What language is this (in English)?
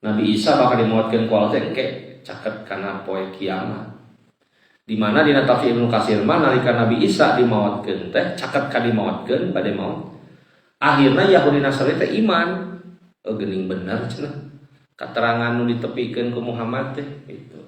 Sundanese